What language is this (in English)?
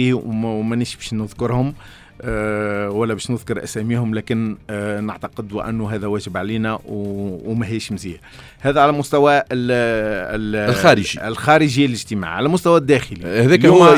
Tunisian Arabic